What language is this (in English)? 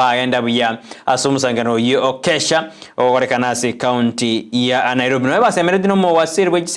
Gusii